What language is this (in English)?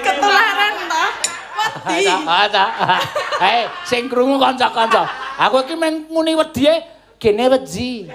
Javanese